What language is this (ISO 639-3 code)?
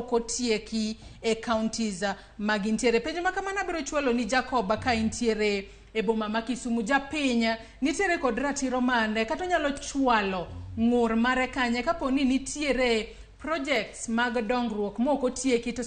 luo